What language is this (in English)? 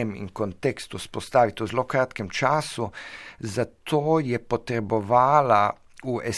Slovenian